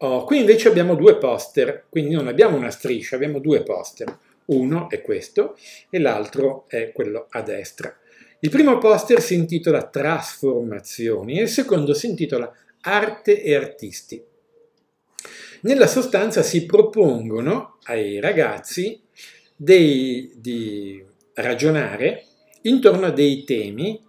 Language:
Italian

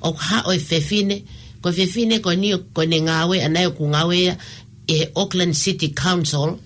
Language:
Tongan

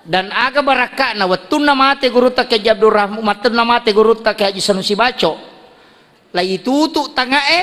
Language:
Buginese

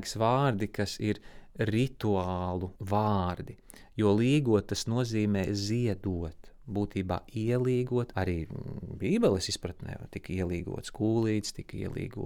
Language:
Latvian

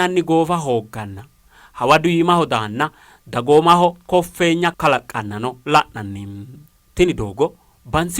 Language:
Sidamo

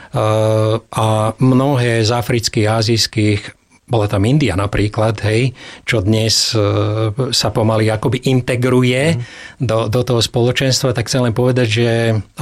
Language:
Slovak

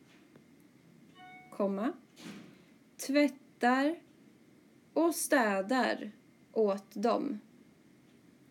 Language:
Swedish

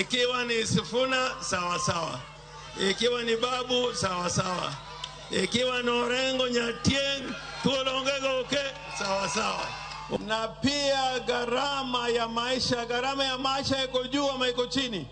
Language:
Luo (Kenya and Tanzania)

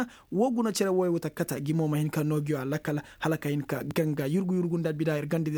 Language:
Koyraboro Senni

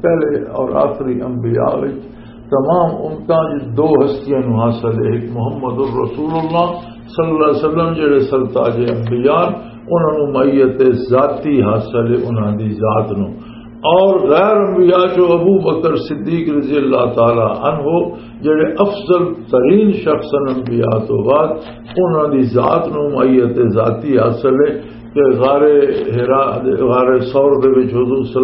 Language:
Western Panjabi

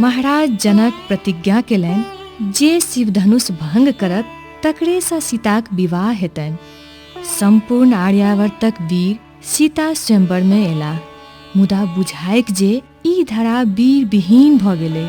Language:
Maithili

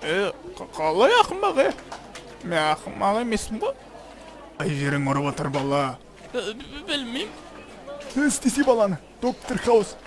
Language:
Kazakh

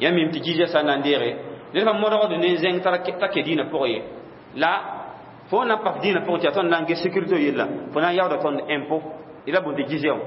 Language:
Mossi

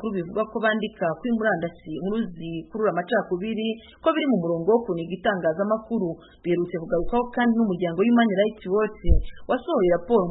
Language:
Kinyarwanda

